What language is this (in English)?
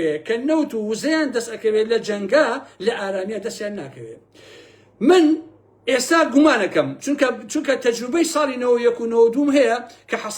Central Kurdish